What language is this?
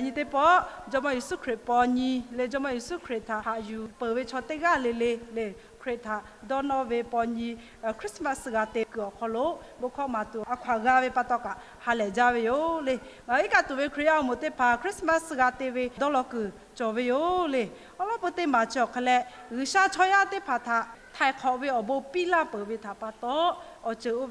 Lahu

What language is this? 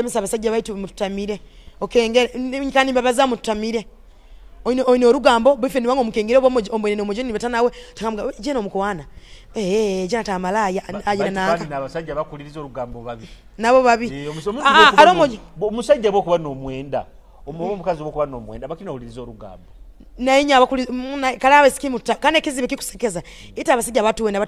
Nyoro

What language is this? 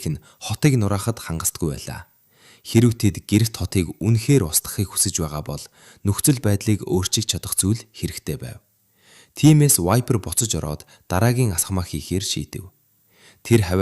Mongolian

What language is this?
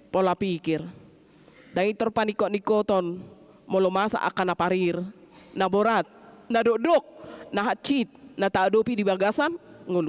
Batak Toba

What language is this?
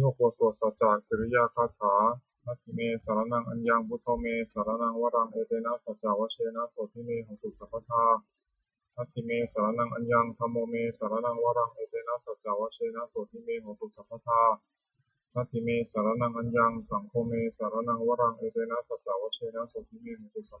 Pali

